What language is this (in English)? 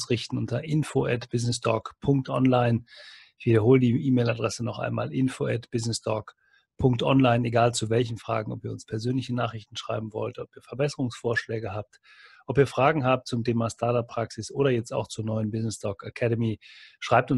German